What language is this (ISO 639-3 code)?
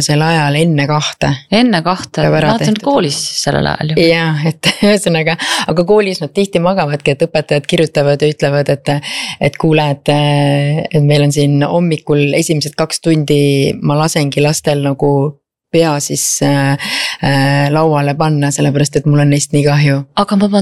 est